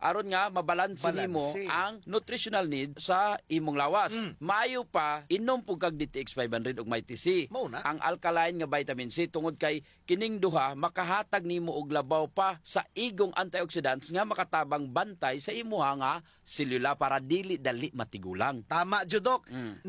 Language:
Cebuano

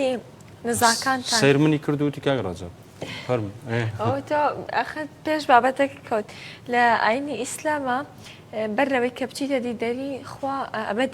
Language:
Central Kurdish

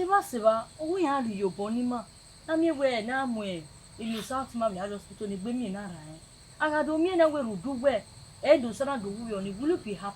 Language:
Bini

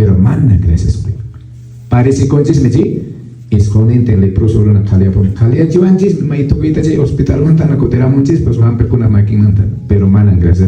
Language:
Quechua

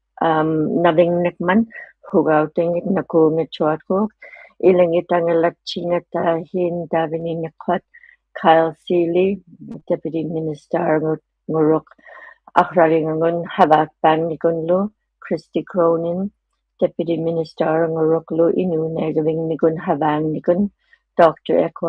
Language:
Inuktitut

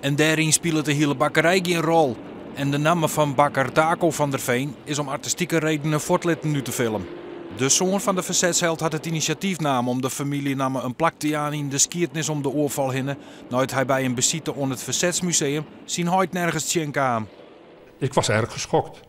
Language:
Western Frisian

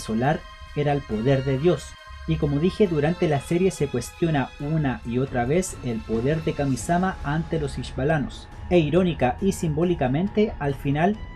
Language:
Spanish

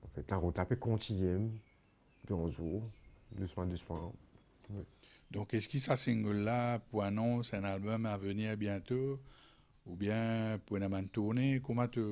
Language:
Morisyen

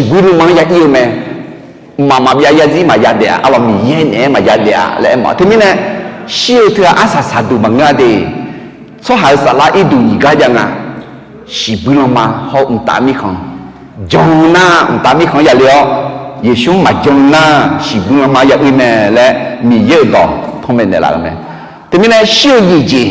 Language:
Akha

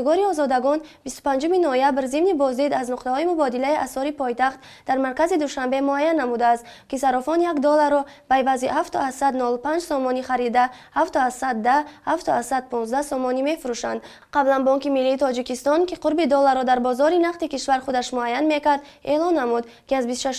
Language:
Tajik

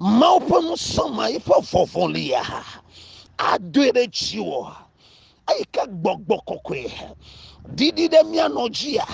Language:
Ewe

